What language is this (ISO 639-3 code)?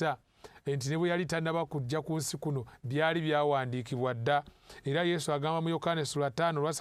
lug